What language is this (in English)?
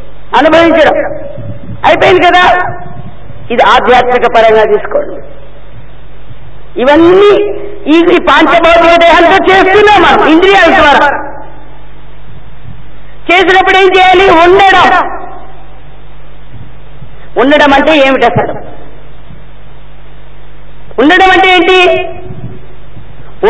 Telugu